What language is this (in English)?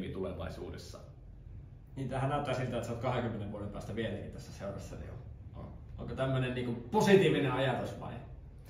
Finnish